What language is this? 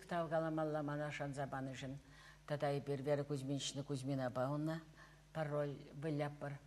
Chuvash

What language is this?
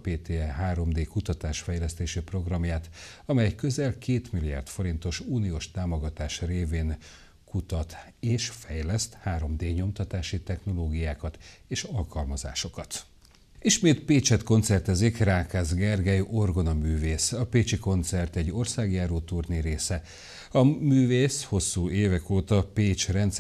Hungarian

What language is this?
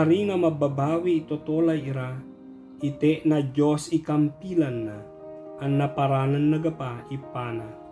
Ibanag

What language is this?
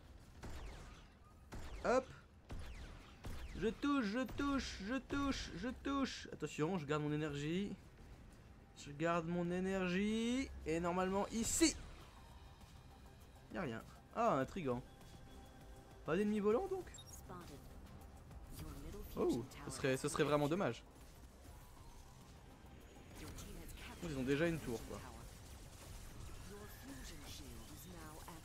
French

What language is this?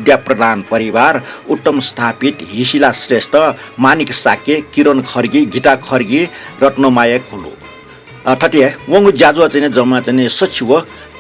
Newari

